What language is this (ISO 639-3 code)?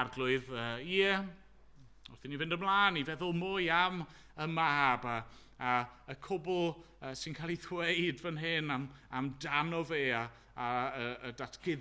cym